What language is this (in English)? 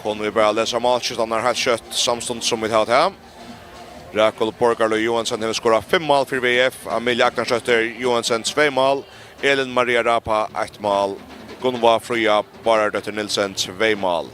Faroese